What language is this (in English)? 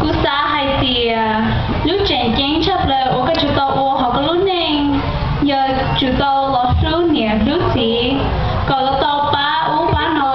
Hmong